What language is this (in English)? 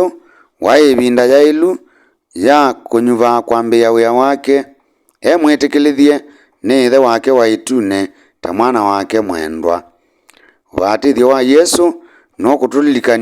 Kamba